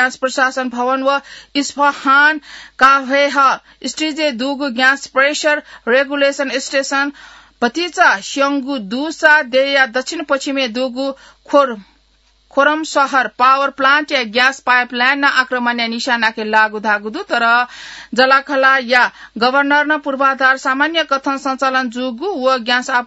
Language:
Newari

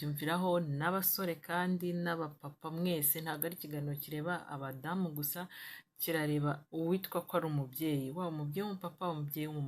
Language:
Kinyarwanda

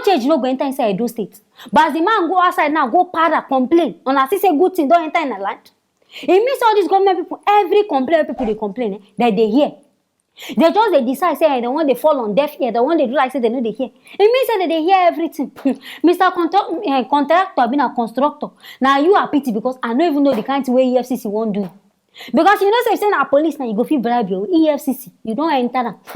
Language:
Nigerian Pidgin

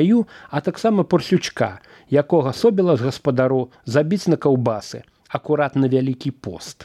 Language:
Belarusian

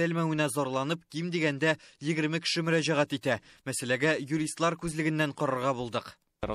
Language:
Tatar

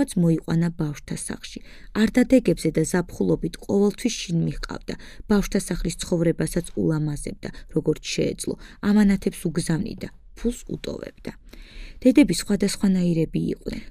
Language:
Georgian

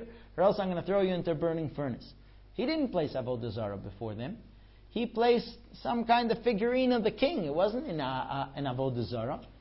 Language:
English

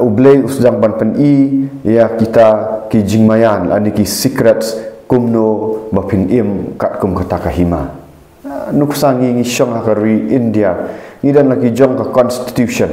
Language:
Khasi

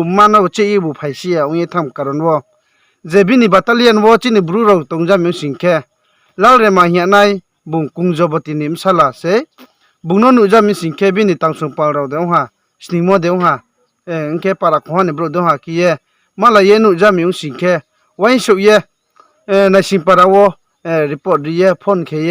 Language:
Riang (India)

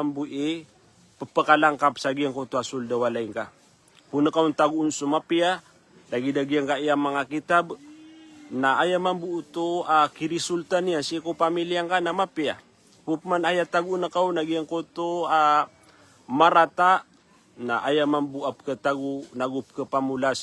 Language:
Maranao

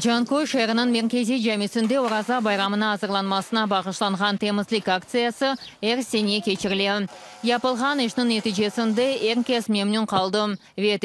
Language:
Crimean Tatar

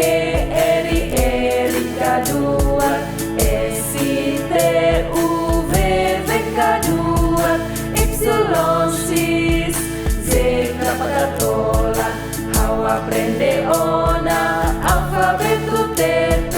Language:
Tetum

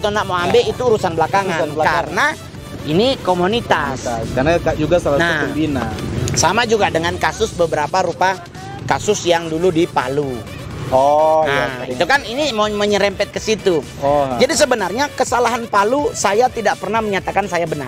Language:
Manado Malay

